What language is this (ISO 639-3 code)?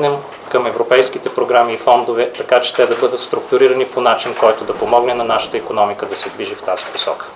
bul